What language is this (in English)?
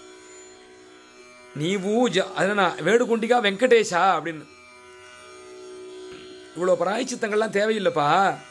Tamil